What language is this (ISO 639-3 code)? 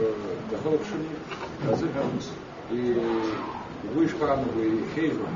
abk